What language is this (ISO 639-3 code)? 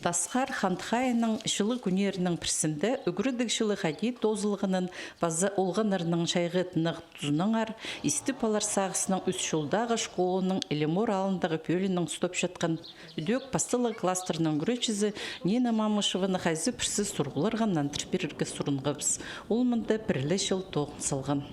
kjh